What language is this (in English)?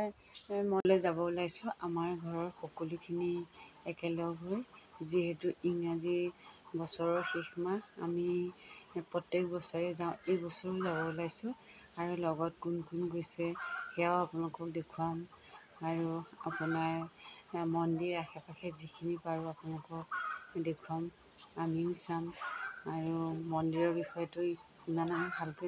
Assamese